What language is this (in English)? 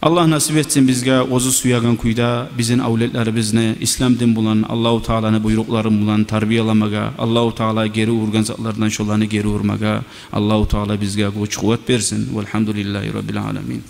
Kumyk